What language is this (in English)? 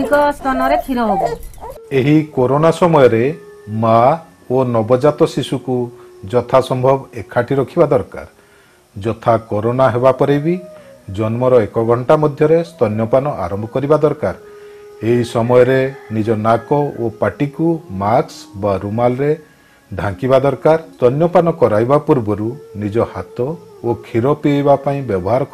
Odia